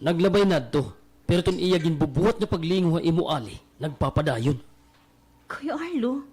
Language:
Waray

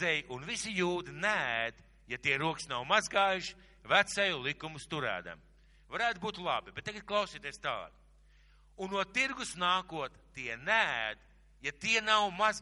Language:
Latvian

